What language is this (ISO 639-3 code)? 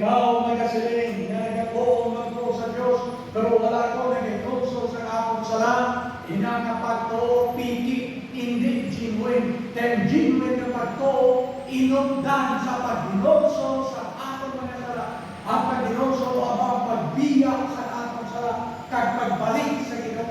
hil